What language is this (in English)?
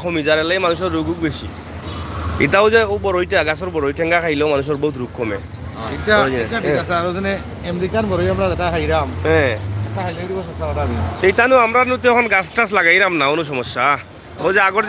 Sylheti